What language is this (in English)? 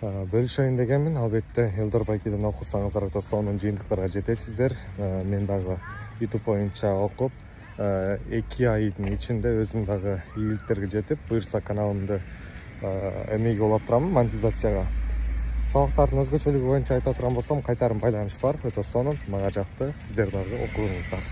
Kyrgyz